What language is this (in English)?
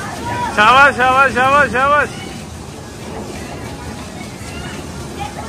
Punjabi